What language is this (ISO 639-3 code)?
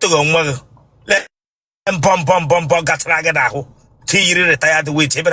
ibo